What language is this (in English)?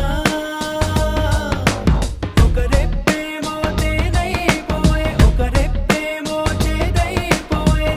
Telugu